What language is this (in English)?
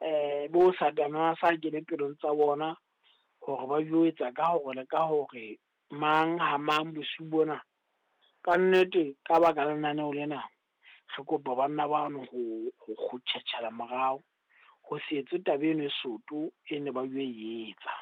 Southern Sotho